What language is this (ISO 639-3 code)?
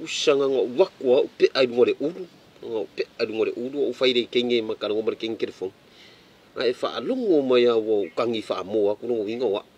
smo